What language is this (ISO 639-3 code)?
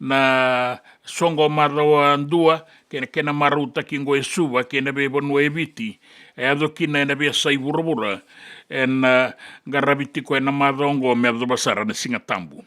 fij